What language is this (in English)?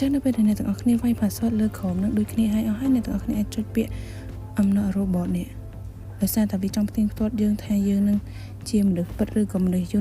Khmer